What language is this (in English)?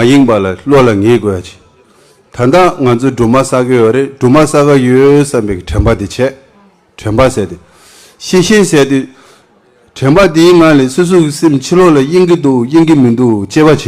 Tibetan